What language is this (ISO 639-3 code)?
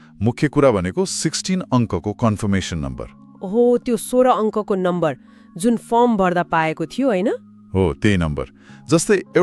nep